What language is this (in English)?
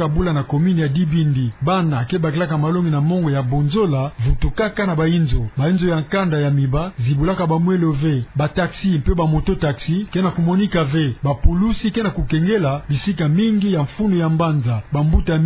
Kituba (Democratic Republic of Congo)